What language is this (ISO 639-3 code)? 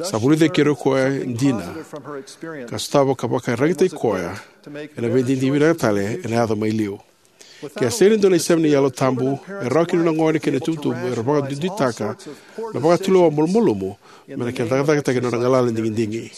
fij